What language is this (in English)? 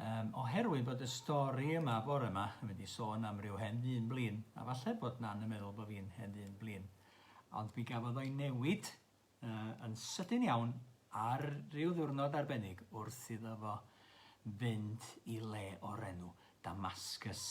Welsh